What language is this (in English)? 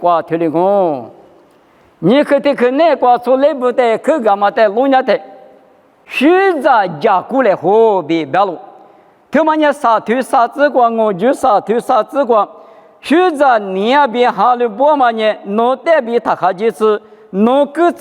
Lisu